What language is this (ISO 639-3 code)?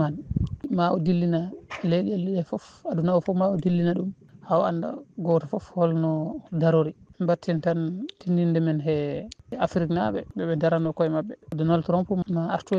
ful